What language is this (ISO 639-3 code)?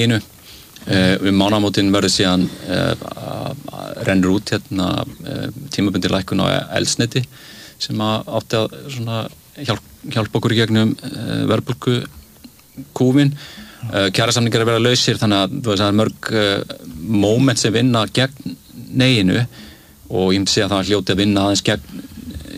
isl